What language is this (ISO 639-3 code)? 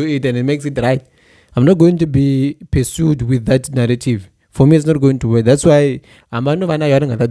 tso